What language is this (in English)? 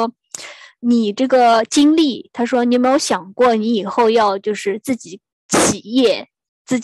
Chinese